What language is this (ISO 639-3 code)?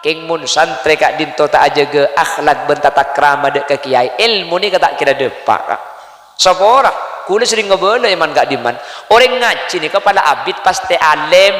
mad